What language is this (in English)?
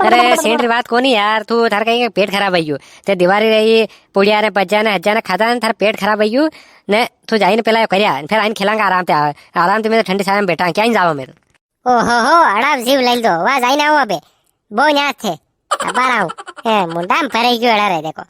Rajasthani